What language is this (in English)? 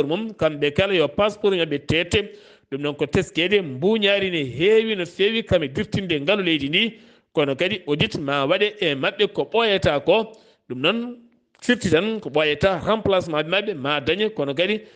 Fula